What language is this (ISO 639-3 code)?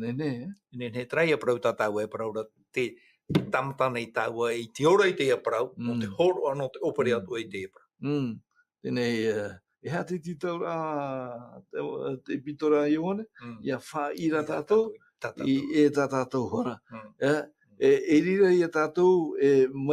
tah